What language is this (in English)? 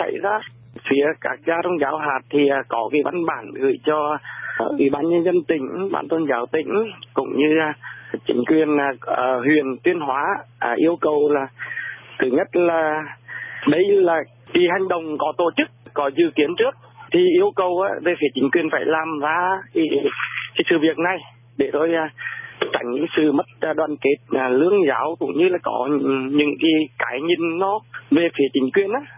Vietnamese